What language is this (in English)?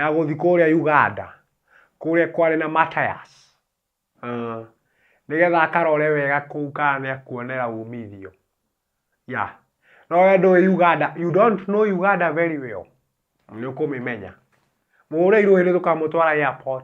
Kikuyu